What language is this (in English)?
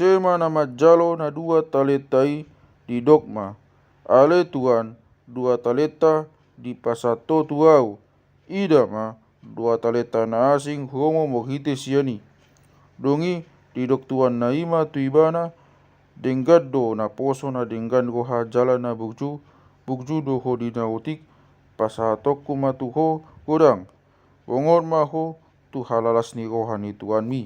Batak Toba